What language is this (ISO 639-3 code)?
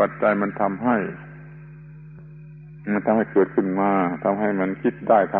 tha